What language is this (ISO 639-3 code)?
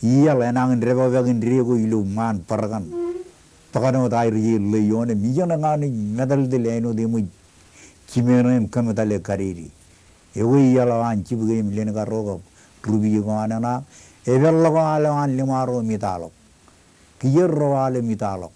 mah